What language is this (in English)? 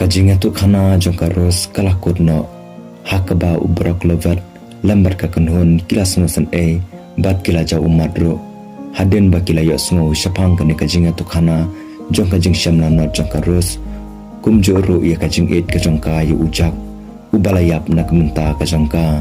Khasi